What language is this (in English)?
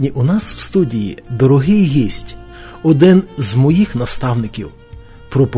Ukrainian